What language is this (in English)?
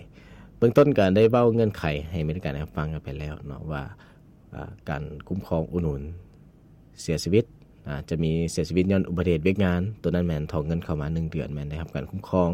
Lao